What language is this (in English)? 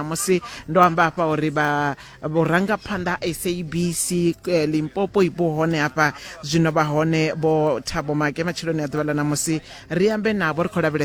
Venda